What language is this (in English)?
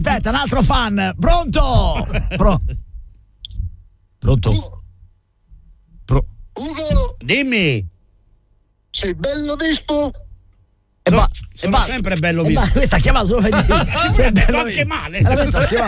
Italian